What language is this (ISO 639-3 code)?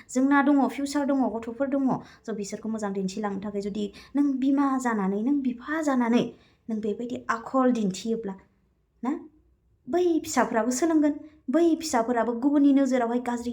brx